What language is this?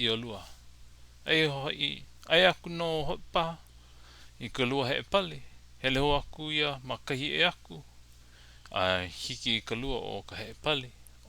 Hawaiian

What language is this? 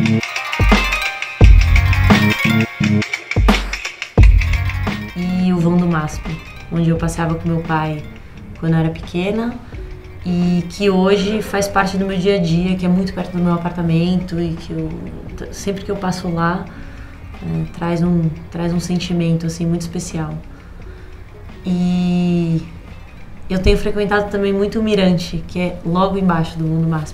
Portuguese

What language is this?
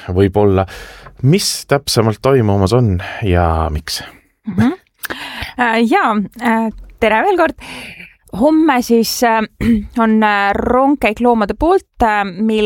Estonian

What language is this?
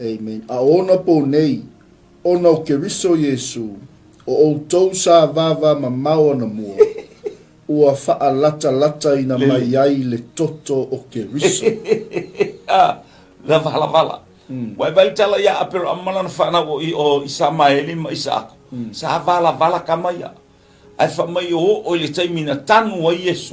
Samoan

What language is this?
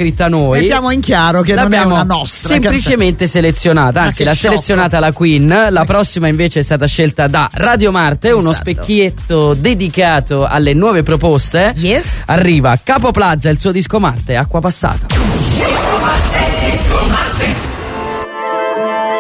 Italian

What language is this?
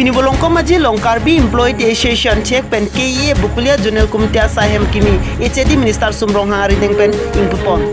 Karbi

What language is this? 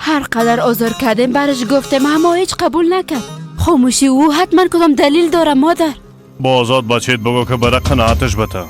Persian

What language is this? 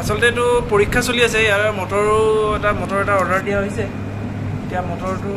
Assamese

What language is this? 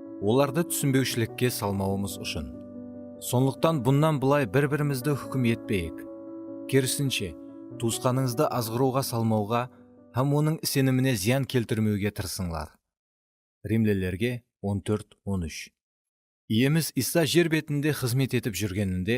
Kara-Kalpak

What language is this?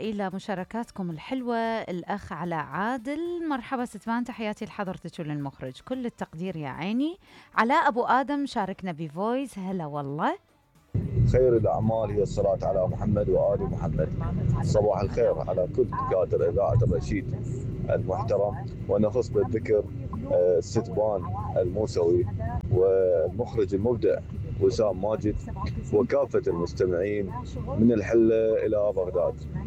Mesopotamian Arabic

